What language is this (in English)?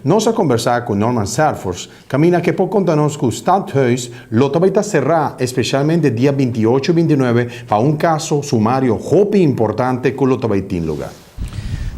Papiamento